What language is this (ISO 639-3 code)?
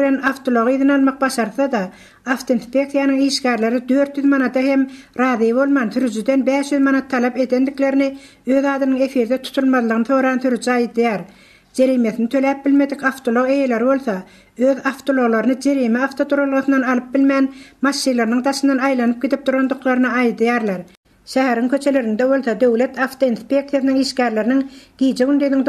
tuk